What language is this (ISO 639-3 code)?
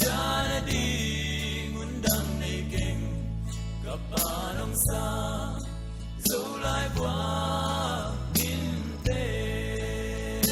pck